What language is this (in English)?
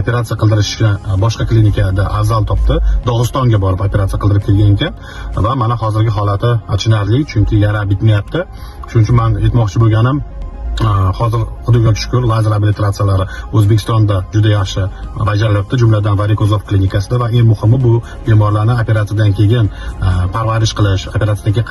Uzbek